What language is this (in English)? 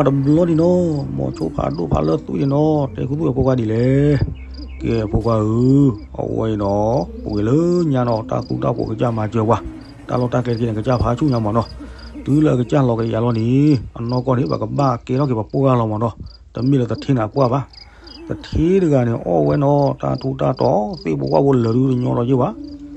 S'gaw Karen